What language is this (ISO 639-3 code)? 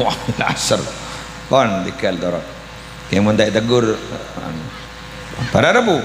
mad